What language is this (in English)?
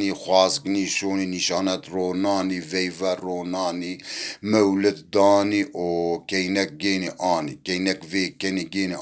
Zaza